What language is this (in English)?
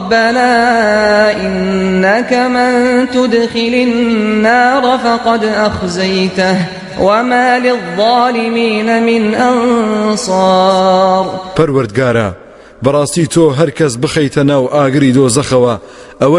Central Kurdish